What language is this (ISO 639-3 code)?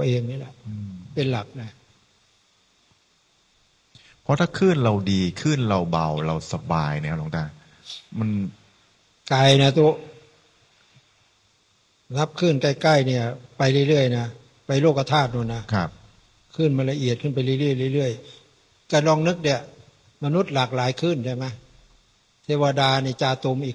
tha